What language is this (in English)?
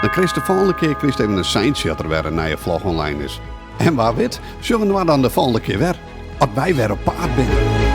Western Frisian